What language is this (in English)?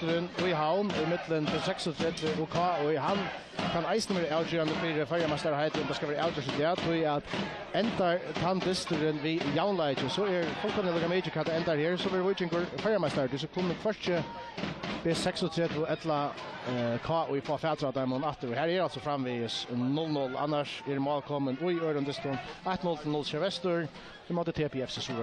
Faroese